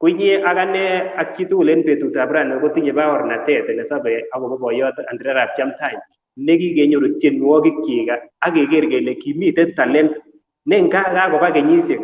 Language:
Kalenjin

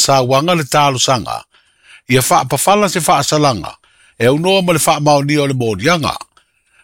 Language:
Samoan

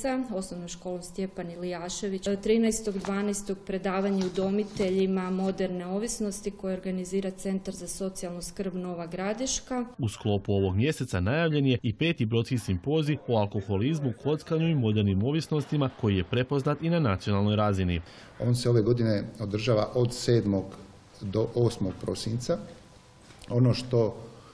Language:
Croatian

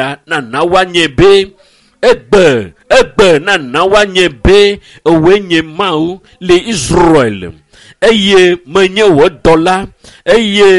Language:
Ewe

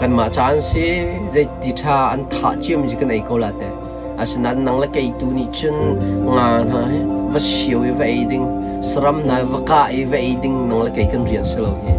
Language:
Hakha Chin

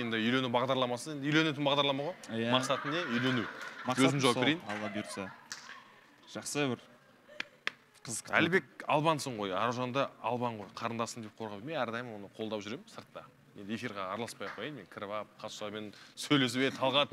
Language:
Kazakh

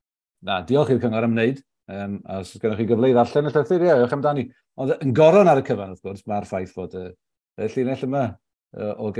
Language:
Welsh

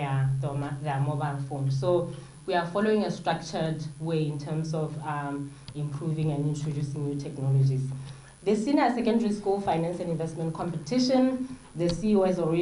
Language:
Tswana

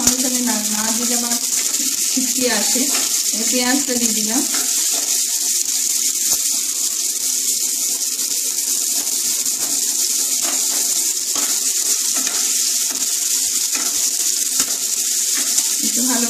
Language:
Bangla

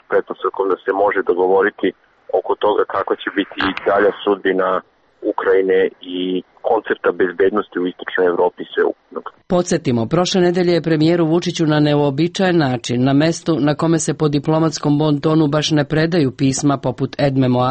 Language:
Serbian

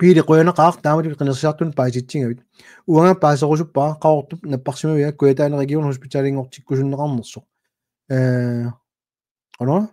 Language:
Kalaallisut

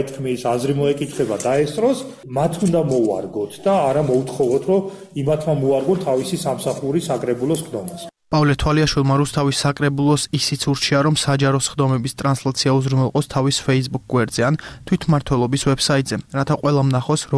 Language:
Georgian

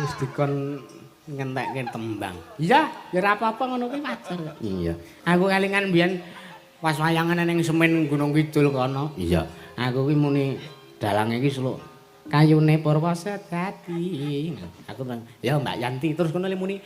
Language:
Javanese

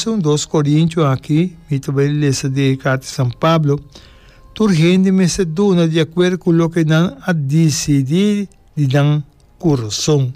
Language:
Papiamento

